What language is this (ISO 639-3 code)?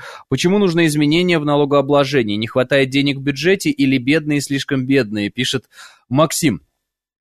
rus